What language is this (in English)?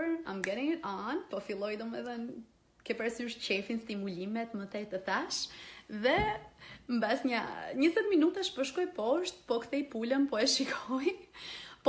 Albanian